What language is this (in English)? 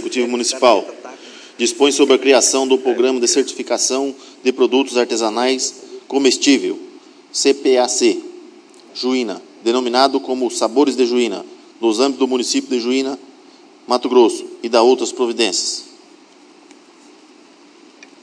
Portuguese